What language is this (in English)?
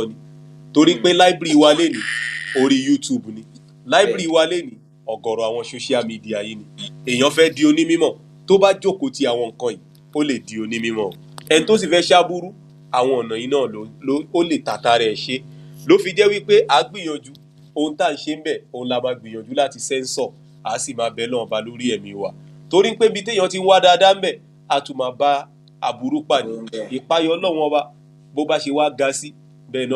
Yoruba